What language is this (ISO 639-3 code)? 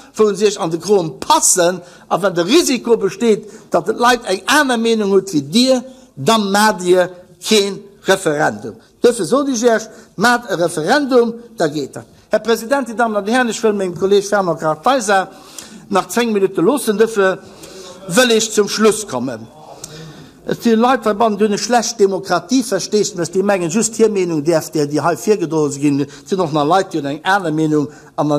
ltz